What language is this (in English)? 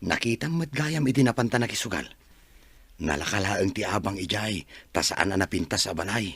Iloko